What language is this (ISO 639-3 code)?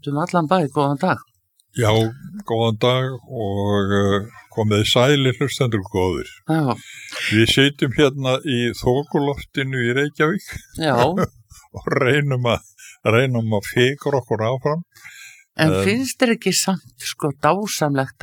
isl